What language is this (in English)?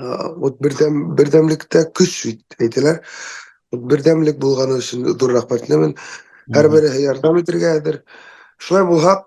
Bashkir